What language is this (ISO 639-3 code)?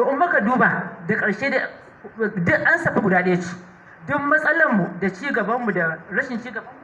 hau